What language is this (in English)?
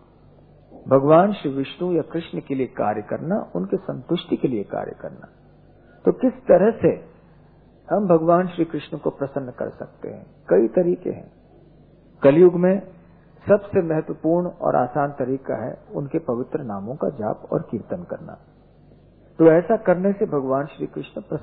Hindi